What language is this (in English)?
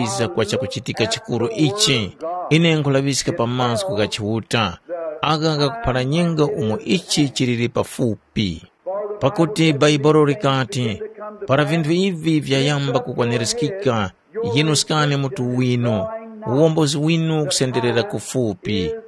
Tumbuka